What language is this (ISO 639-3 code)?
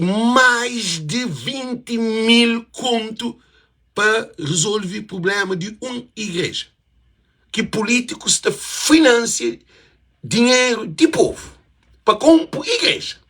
kea